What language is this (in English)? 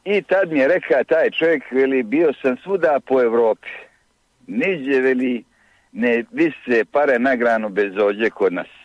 Bosnian